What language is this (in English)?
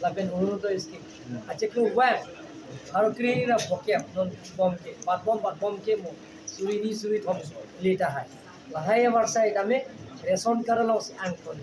Karbi